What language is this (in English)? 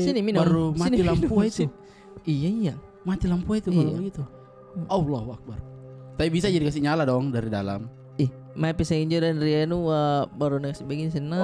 Makassar Malay